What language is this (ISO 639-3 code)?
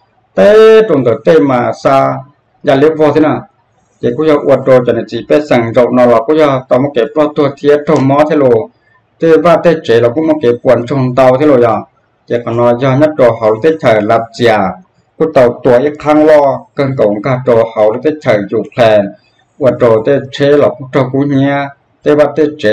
hmn